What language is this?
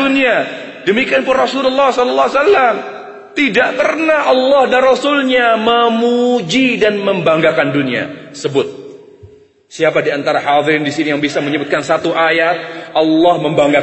Indonesian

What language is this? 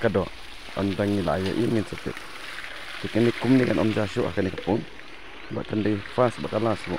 Khasi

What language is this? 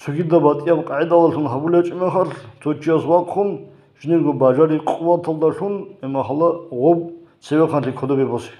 Avaric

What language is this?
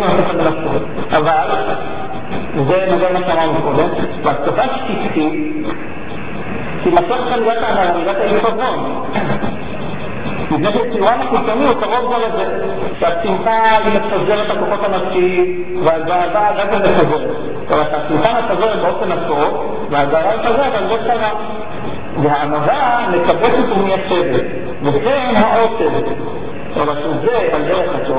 Hebrew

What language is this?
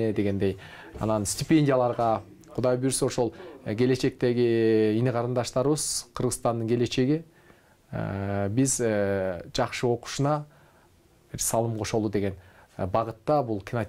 Kyrgyz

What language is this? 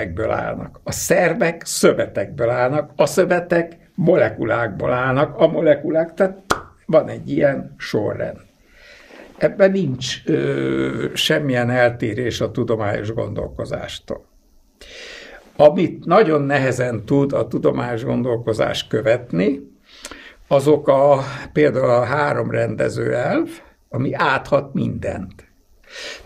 Hungarian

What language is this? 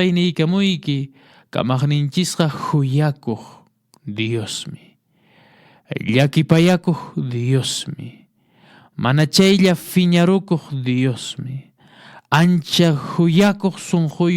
Quechua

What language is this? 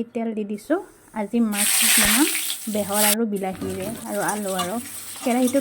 Assamese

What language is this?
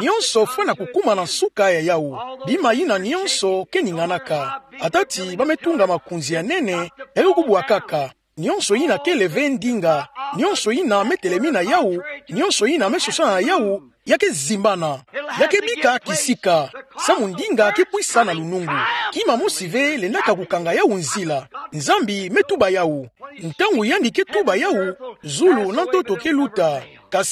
Kituba (Democratic Republic of Congo)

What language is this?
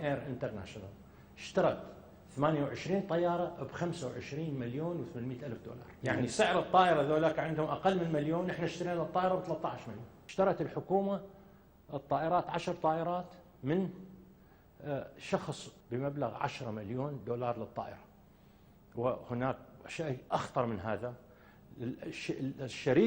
Mesopotamian Arabic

